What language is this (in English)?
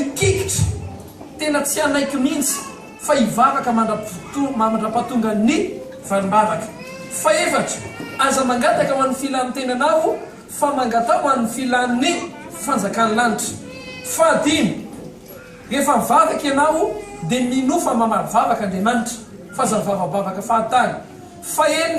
Malagasy